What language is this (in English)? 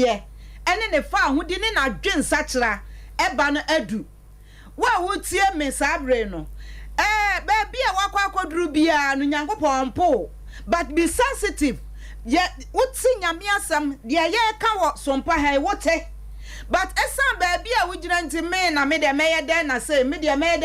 Akan